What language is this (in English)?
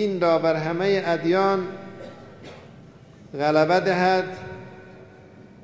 Persian